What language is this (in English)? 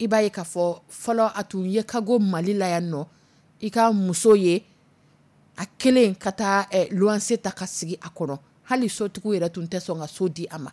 Dyula